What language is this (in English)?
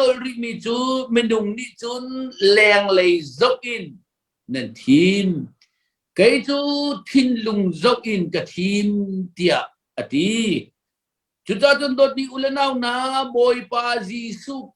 Hakha Chin